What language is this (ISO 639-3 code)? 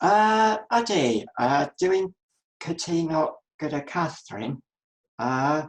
cym